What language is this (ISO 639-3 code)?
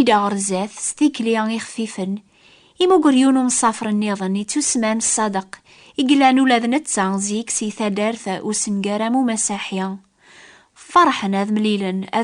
kab